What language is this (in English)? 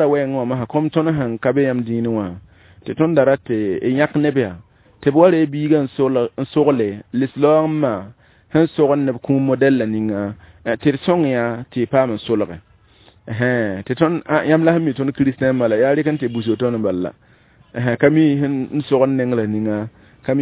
Mossi